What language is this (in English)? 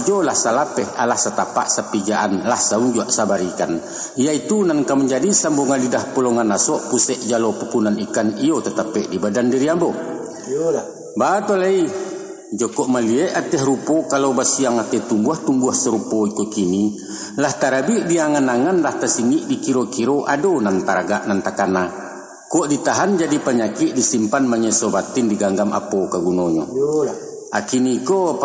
Minangkabau